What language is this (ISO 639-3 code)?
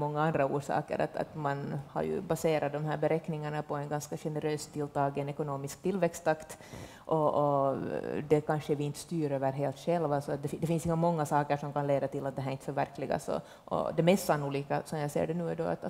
swe